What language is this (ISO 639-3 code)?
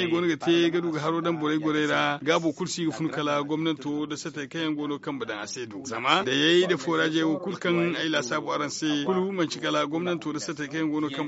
dje